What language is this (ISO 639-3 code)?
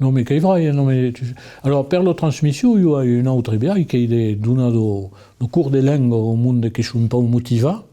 oci